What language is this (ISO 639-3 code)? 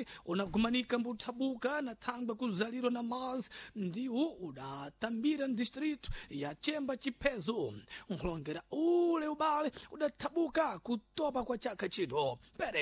seh